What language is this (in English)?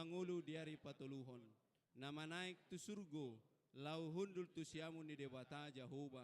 Batak Toba